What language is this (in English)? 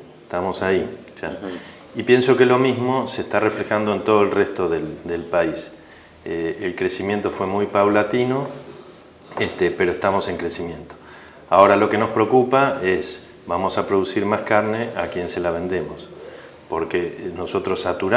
Spanish